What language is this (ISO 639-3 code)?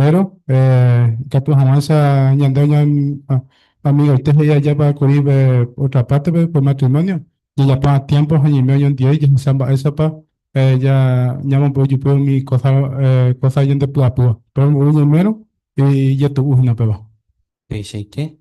grn